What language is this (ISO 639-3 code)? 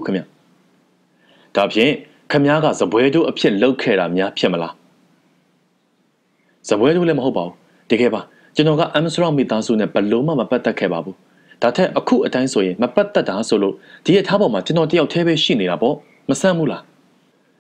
mya